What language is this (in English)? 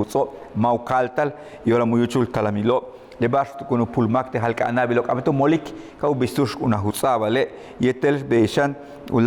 Yucateco